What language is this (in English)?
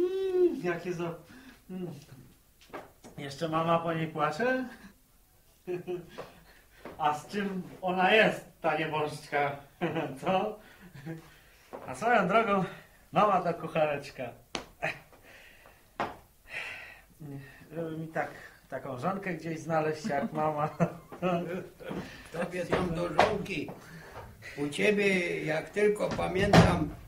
Polish